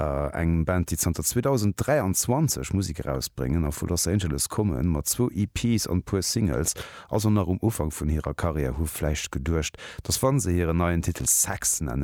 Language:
Luxembourgish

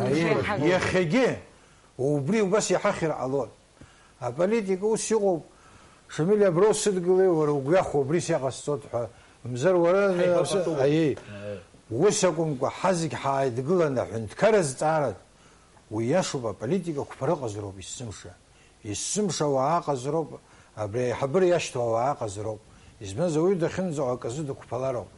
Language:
Abkhazian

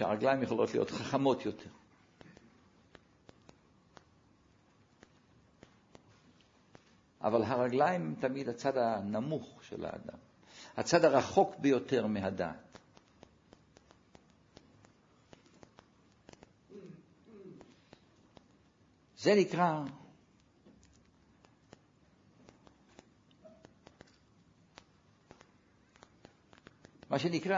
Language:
Hebrew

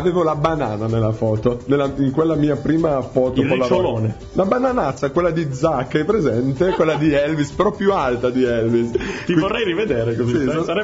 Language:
Italian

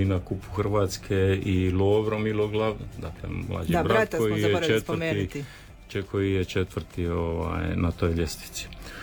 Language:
Croatian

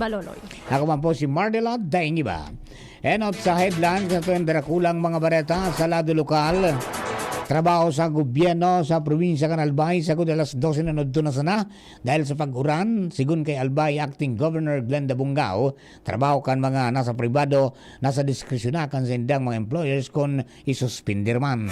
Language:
Bikol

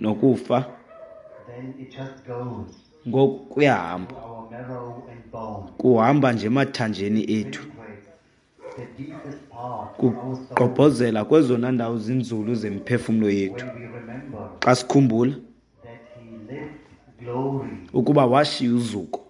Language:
Xhosa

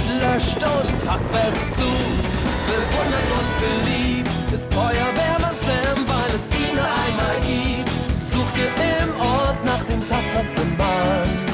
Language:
Swiss German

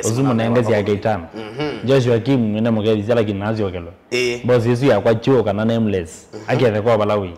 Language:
Kamba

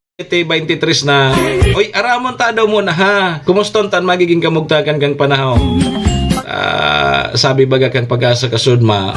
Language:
Bikol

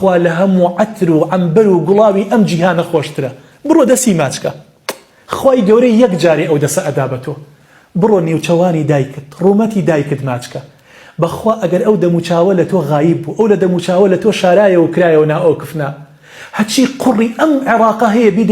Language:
Central Kurdish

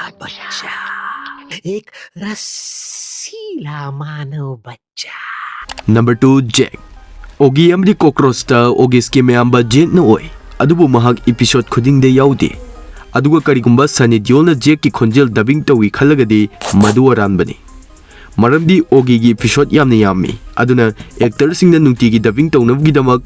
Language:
Manipuri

